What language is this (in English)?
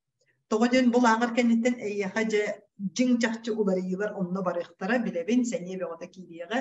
Yakut